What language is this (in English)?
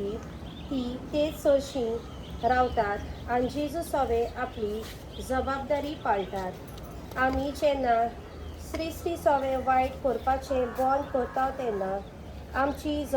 Konkani